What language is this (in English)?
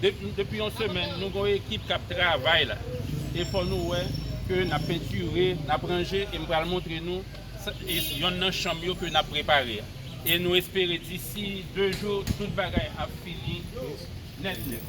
Haitian Creole